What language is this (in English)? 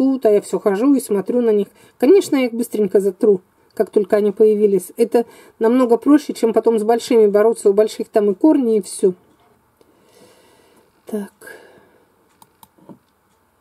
Russian